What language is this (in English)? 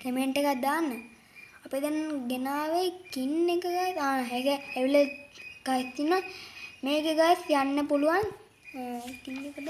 Sinhala